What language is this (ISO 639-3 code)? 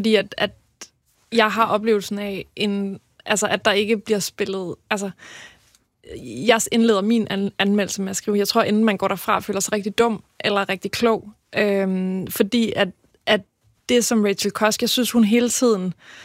dan